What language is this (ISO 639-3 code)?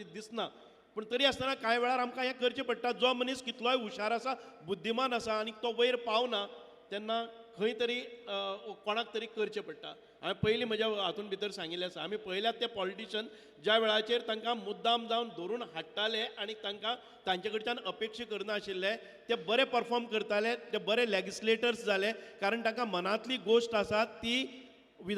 kok